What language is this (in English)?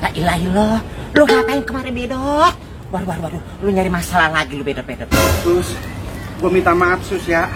Betawi